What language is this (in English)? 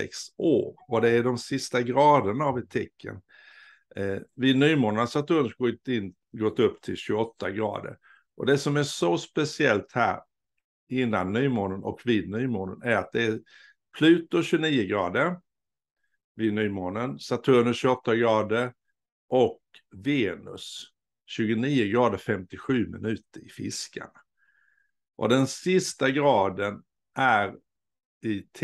Swedish